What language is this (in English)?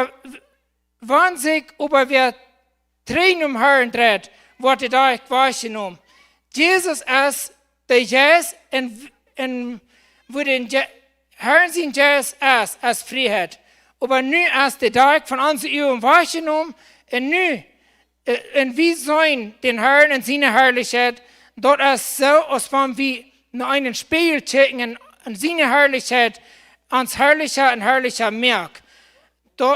Plautdietsch